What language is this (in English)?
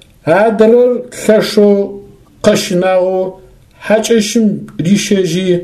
Adyghe